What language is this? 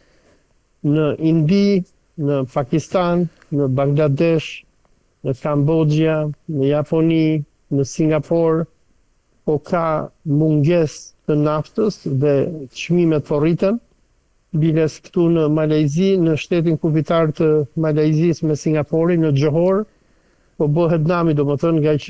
Albanian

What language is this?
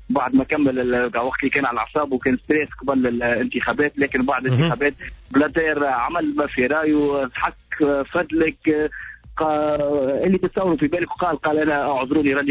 Tunisian Arabic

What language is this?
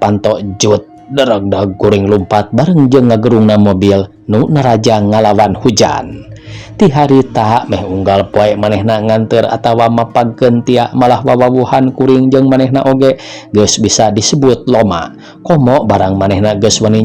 Sundanese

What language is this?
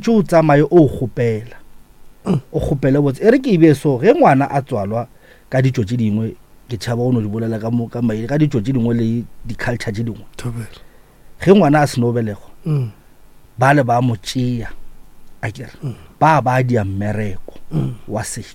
Northern Sotho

